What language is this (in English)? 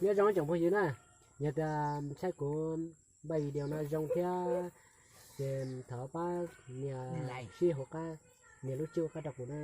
Hmong